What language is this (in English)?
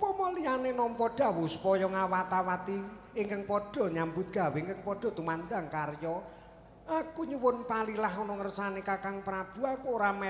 Javanese